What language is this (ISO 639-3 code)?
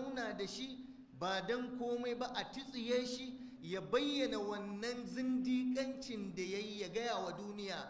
hau